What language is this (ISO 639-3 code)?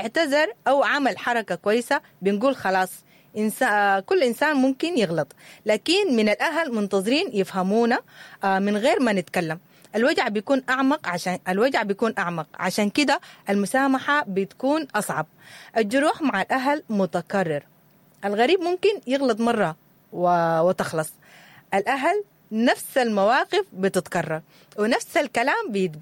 apd